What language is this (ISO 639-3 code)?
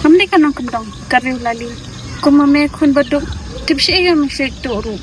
kha